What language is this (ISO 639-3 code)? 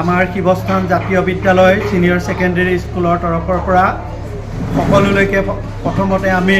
asm